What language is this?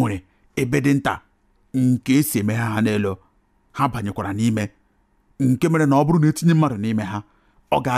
Igbo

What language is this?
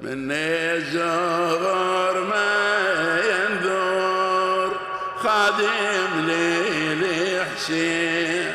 Mesopotamian Arabic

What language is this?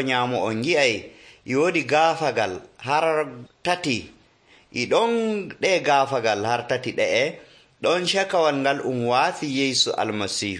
Nigerian Fulfulde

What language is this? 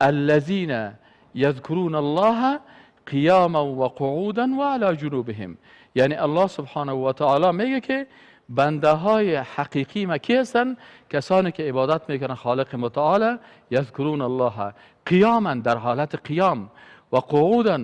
Persian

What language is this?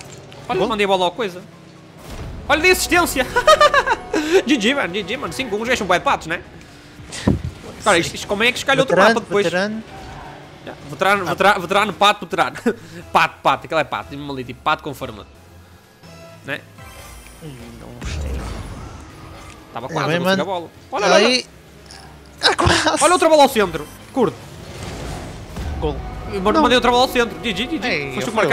Portuguese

